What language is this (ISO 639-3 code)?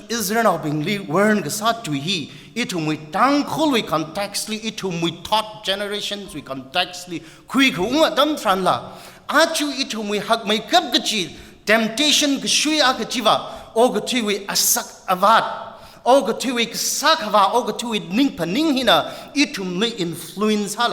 nmf